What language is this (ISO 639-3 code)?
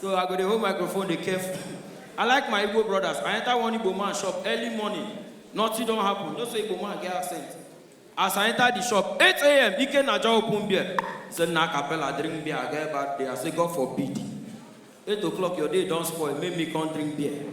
pcm